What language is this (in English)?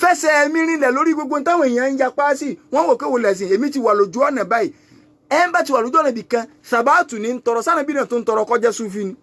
Yoruba